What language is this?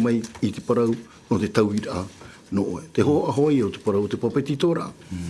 Tahitian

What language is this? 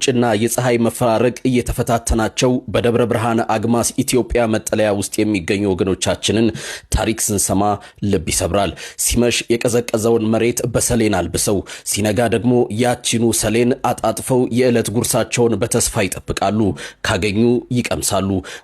Amharic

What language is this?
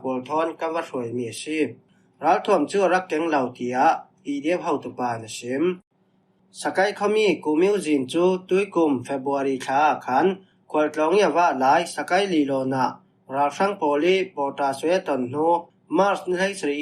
Falam Chin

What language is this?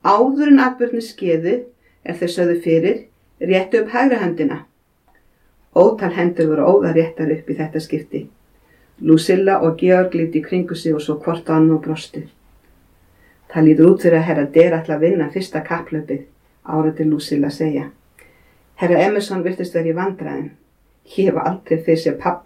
Icelandic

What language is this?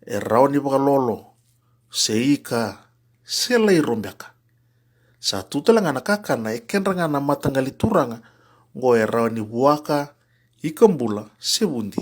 Fijian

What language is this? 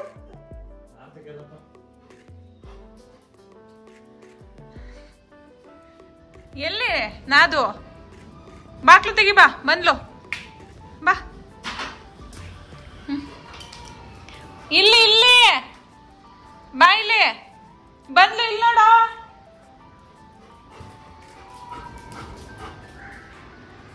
Kannada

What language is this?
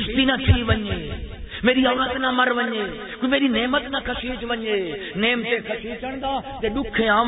Saraiki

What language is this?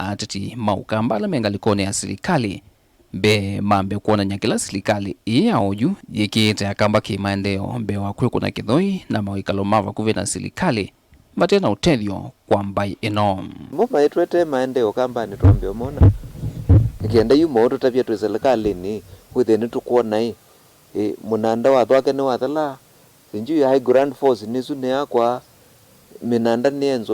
Kamba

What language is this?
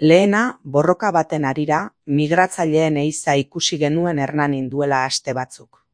Basque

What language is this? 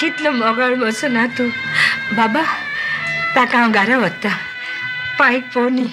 Konkani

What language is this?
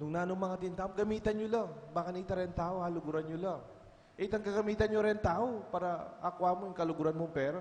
Pampanga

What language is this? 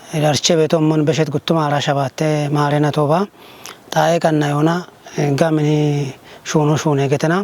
Kafa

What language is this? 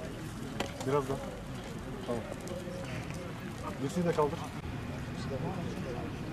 Turkish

